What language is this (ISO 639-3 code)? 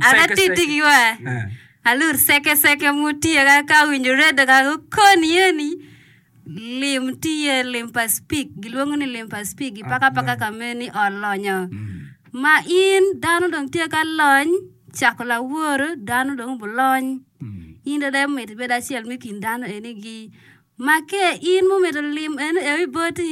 ach